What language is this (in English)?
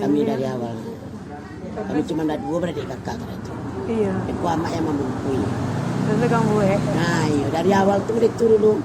Minangkabau